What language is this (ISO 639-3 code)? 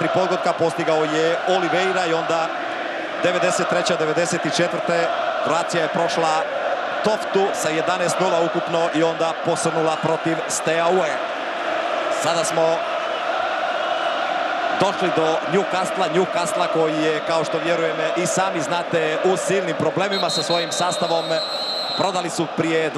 hrv